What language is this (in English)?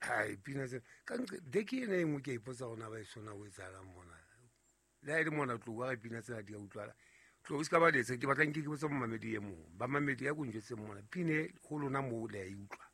Southern Sotho